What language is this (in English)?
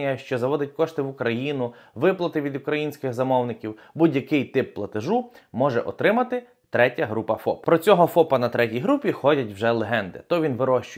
Ukrainian